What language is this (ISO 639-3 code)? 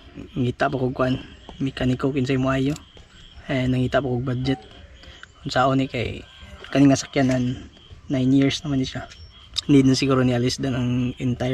ceb